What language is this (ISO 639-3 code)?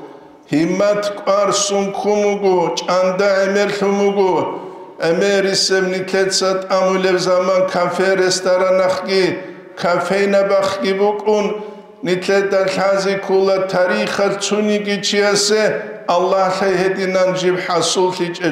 ava